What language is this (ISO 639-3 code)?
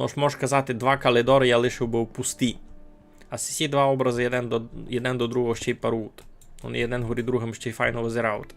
rue